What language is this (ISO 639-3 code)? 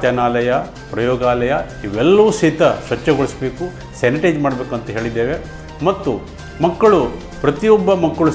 kan